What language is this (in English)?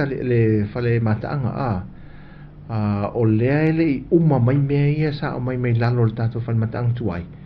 Samoan